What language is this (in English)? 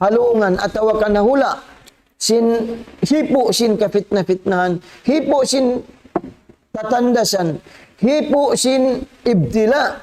Tausug